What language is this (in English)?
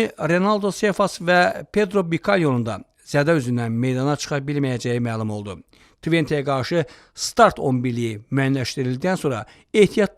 Azerbaijani